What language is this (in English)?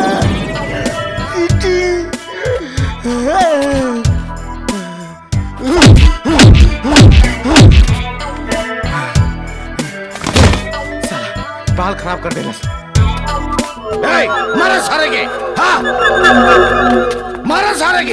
Bhojpuri